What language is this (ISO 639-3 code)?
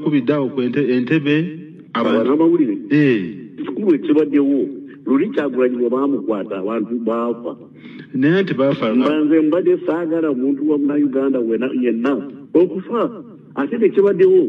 lug